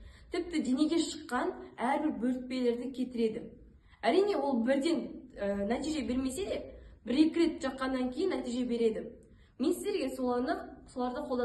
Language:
Kazakh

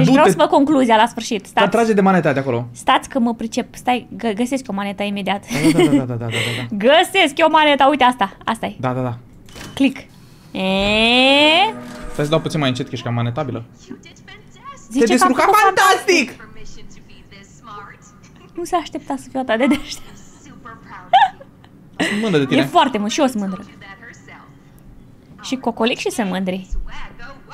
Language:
Romanian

